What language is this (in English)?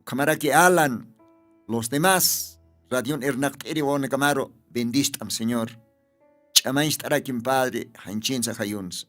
Aymara